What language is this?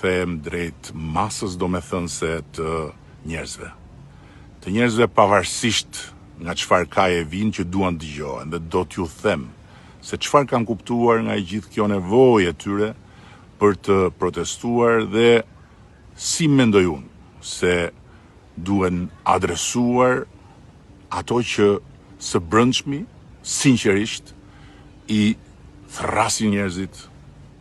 Albanian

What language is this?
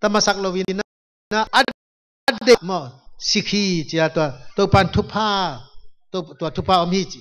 Tedim Chin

